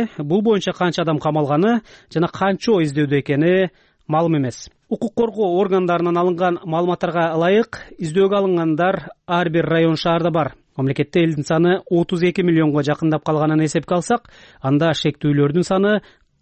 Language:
Kyrgyz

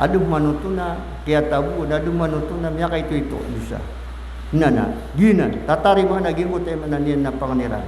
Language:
Maranao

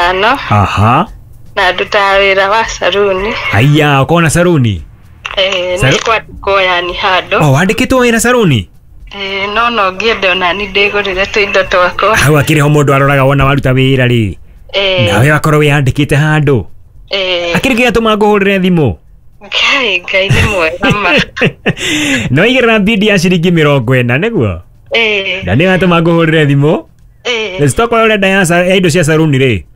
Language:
Kikuyu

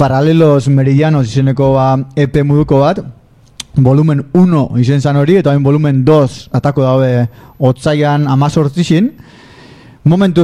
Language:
Basque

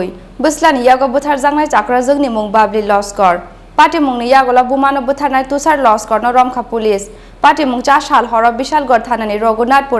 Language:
Kok Borok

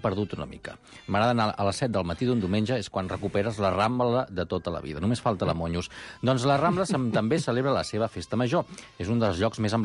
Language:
Catalan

